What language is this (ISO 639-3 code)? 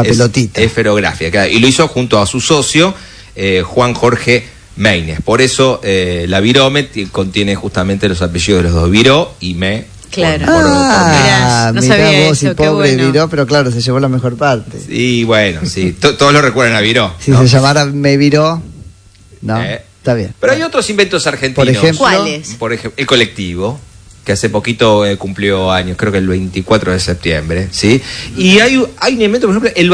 spa